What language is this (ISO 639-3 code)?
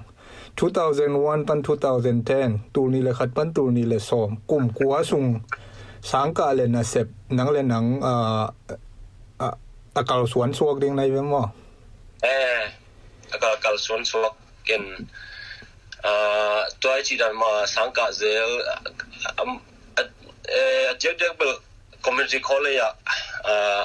ctd